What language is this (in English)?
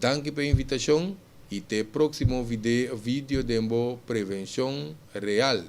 Papiamento